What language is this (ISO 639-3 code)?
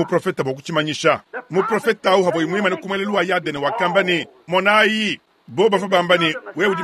lua